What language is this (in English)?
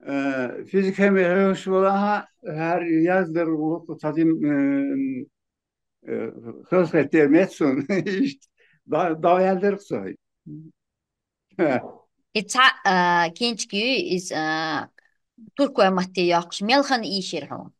Chechen